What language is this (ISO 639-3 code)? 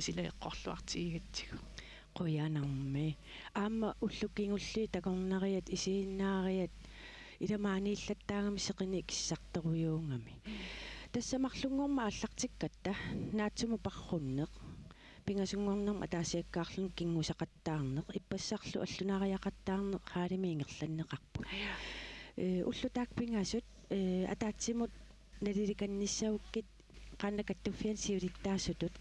kal